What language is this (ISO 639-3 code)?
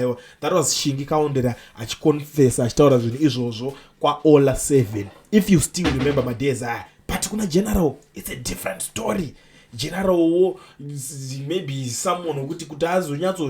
sna